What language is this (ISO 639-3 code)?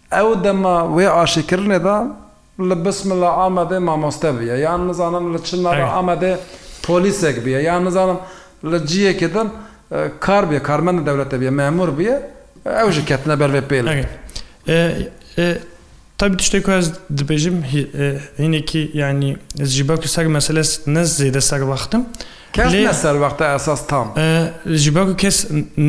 kur